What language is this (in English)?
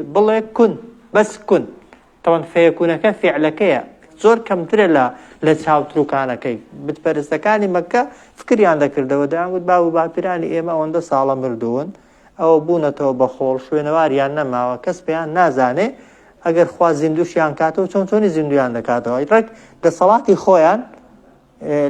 Central Kurdish